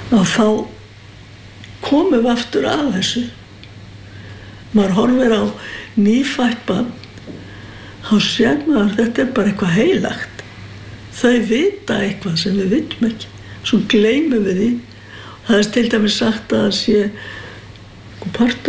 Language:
Icelandic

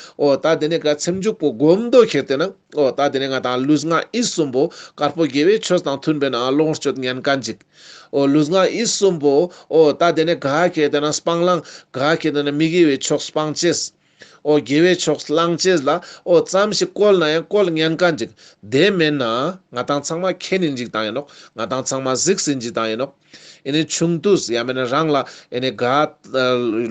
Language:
Ladakhi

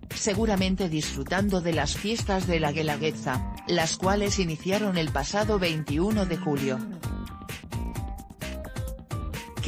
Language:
Spanish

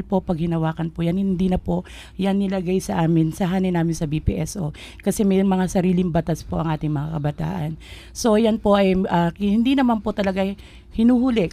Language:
Filipino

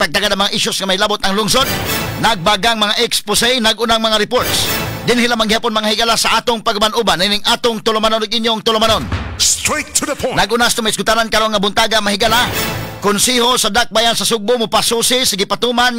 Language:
Cebuano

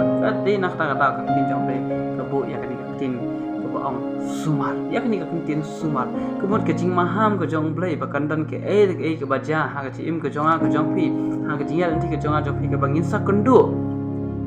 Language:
Khasi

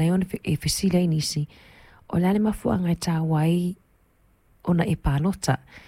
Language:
Samoan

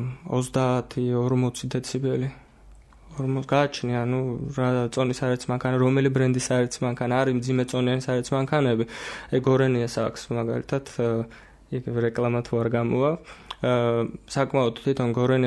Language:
Georgian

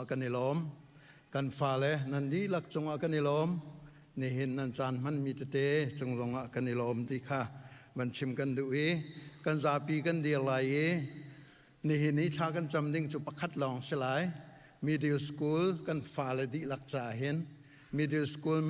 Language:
Hakha Chin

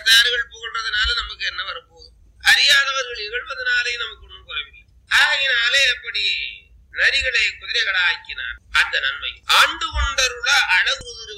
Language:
Tamil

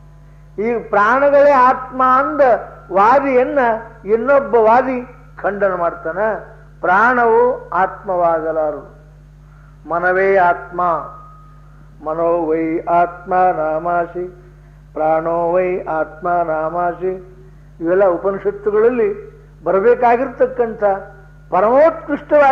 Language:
Kannada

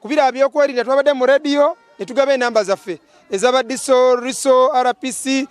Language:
Nyankole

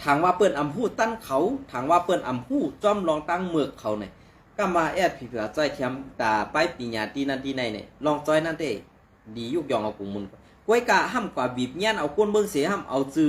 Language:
Shan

